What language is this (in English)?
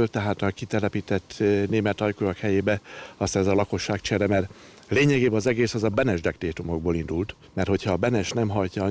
Hungarian